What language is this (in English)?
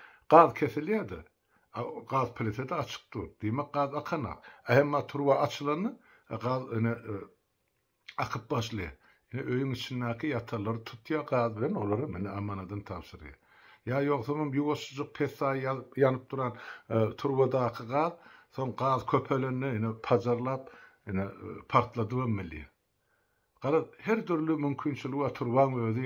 Turkmen